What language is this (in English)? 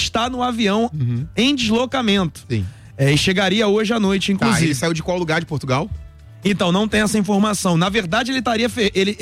Portuguese